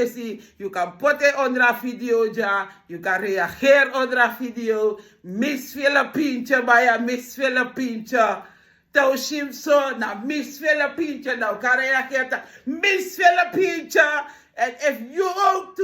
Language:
Sranan Tongo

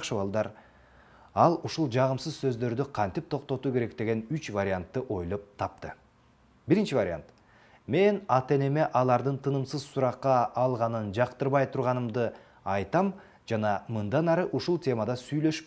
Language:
Kyrgyz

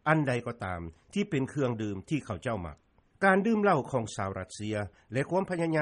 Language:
Lao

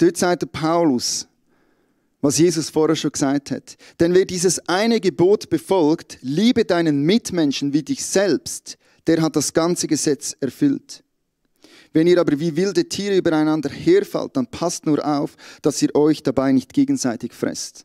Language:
Swiss German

